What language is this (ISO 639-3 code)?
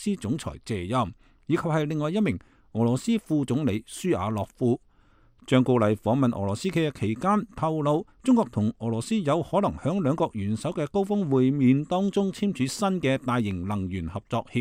yue